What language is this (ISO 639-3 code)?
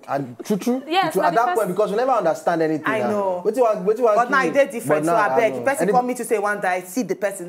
pcm